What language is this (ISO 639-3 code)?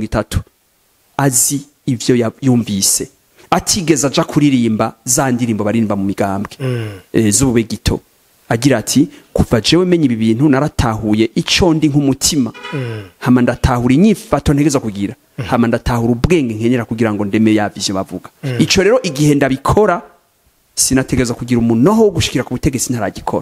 run